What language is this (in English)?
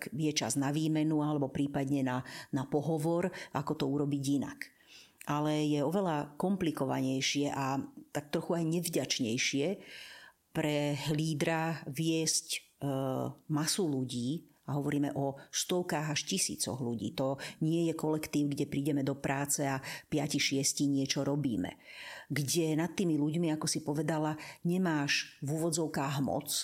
Slovak